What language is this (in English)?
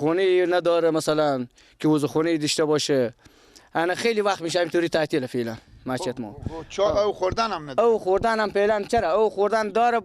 Persian